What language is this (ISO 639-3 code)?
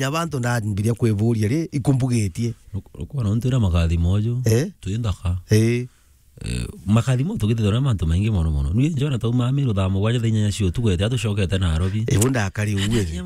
mer